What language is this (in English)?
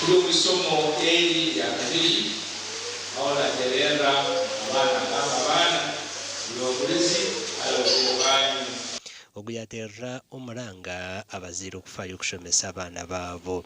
Nyankole